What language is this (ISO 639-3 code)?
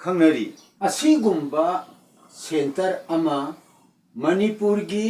mni